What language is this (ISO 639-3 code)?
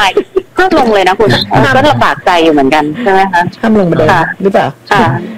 tha